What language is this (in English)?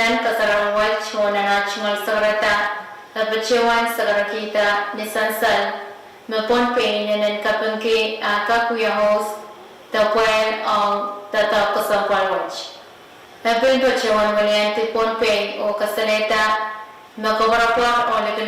Pohnpeian